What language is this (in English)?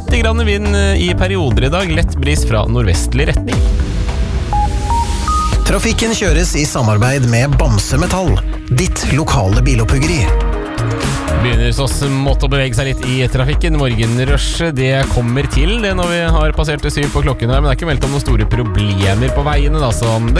Norwegian